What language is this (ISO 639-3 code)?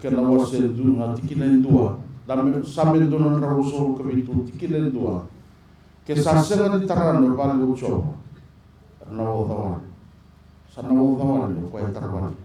fij